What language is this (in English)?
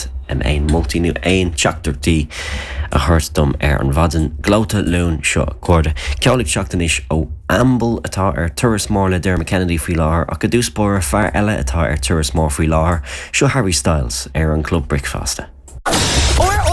Irish